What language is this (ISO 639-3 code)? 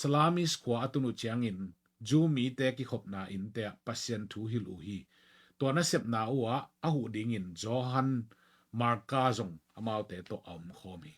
ctd